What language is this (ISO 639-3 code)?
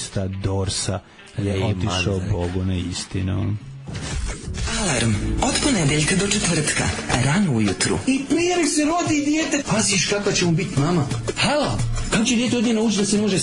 srp